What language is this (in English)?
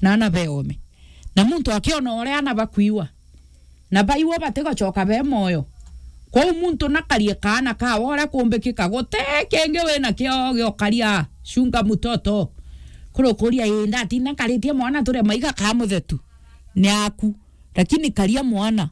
Meru